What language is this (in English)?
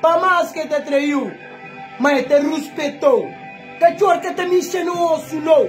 Kabuverdianu